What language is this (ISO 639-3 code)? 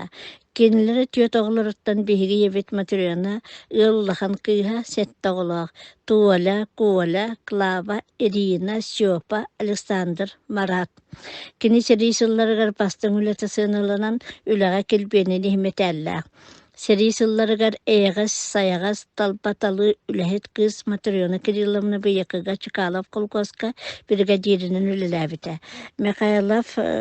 sah